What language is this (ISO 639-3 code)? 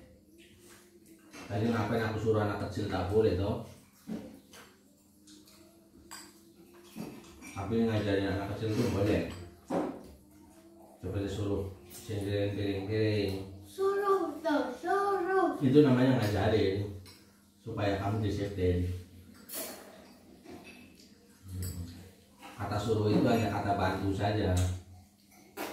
ind